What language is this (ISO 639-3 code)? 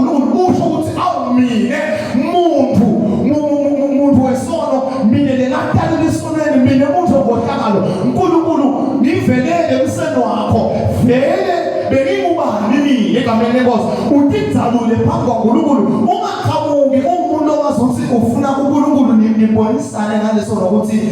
zul